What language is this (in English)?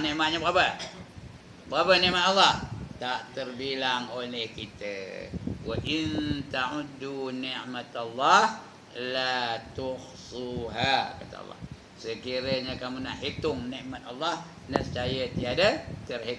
Malay